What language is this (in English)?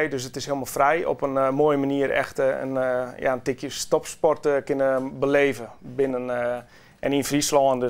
Western Frisian